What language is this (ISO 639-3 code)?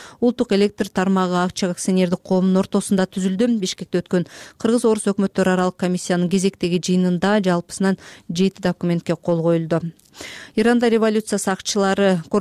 kir